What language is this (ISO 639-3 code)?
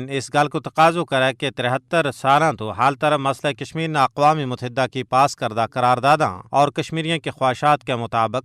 gju